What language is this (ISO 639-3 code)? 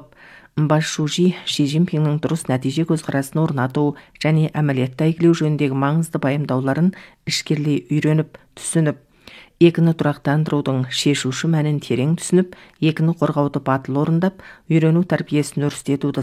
kaz